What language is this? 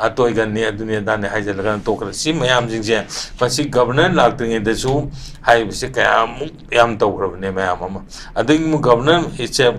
Manipuri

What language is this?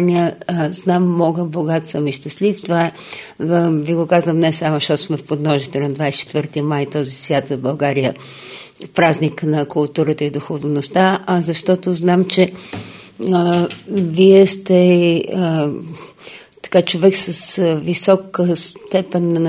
Bulgarian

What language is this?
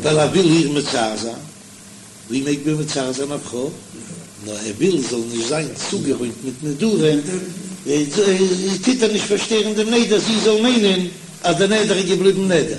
Yiddish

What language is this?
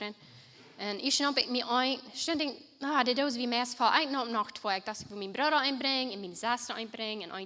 Plautdietsch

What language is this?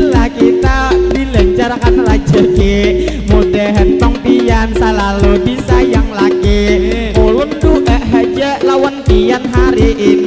Banjar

